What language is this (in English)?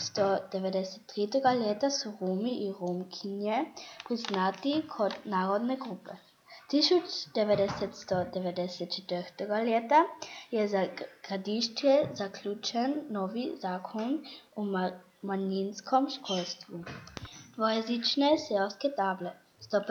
Croatian